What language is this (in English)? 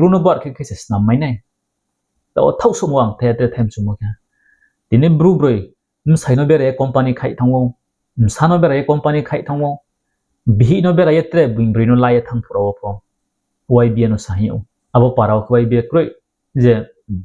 Riang (India)